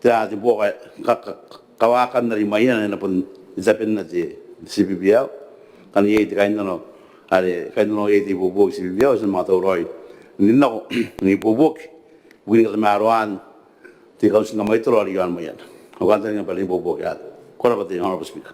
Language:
Gilbertese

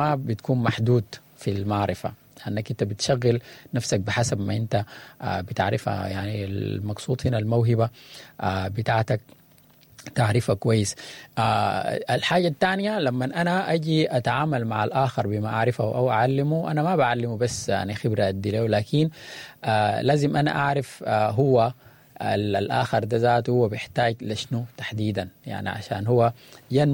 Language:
Sudanese Arabic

